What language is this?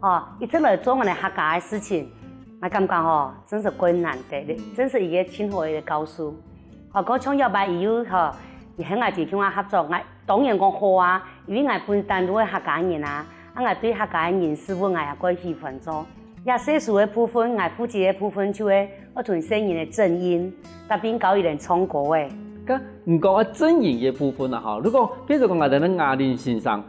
Hakka Chinese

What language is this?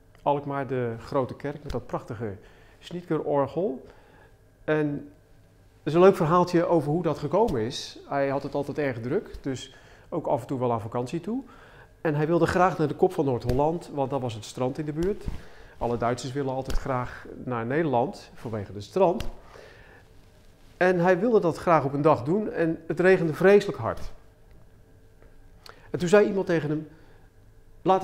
Dutch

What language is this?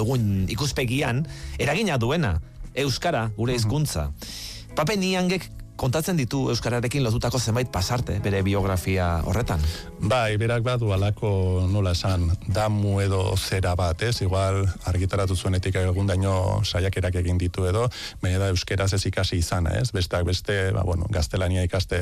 Basque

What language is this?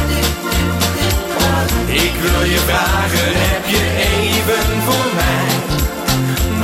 Dutch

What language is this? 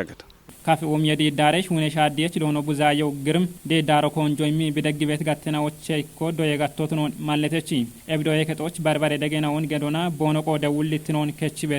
Kafa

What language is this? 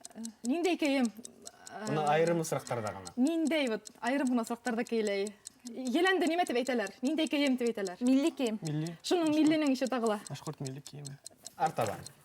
Bashkir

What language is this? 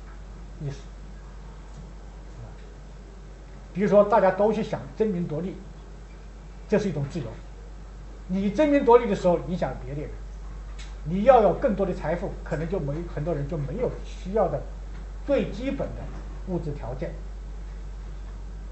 Chinese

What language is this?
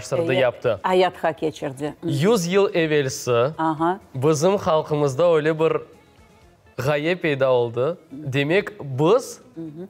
Crimean Tatar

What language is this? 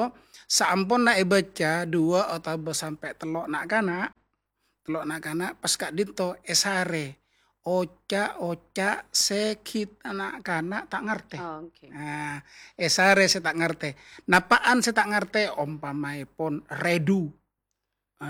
Madurese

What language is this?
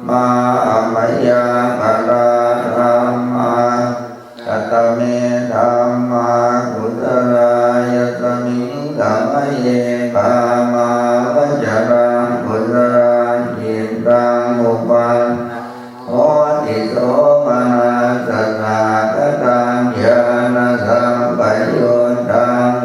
Pali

